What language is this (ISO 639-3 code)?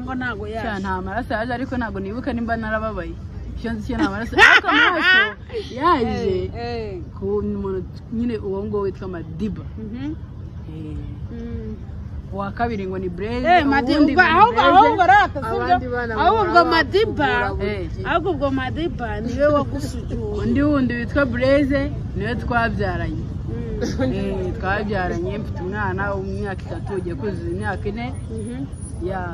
kin